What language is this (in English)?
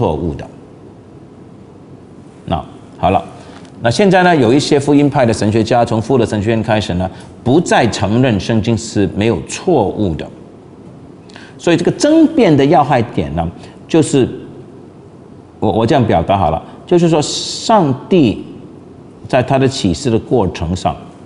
Chinese